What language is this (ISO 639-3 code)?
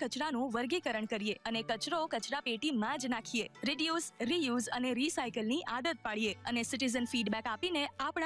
guj